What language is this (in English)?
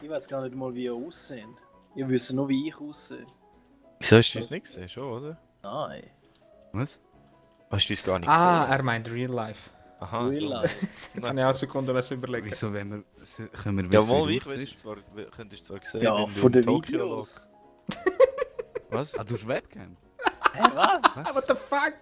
Swiss German